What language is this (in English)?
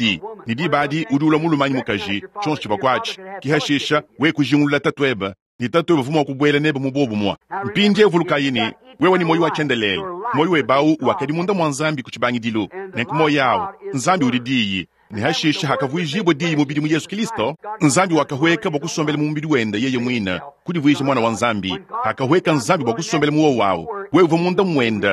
Luba-Lulua